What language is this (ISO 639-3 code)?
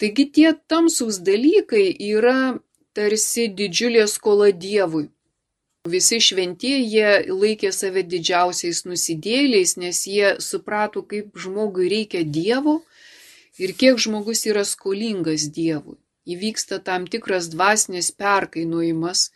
lit